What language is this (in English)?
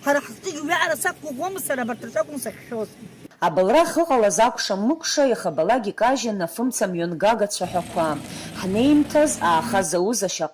Abkhazian